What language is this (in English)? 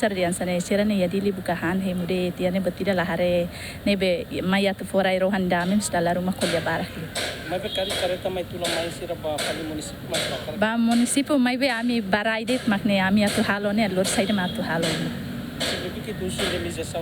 Tetum